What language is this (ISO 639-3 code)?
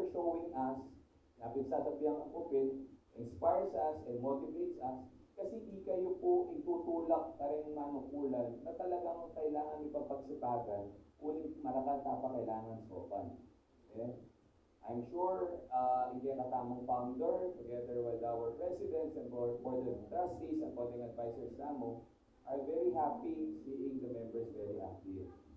pam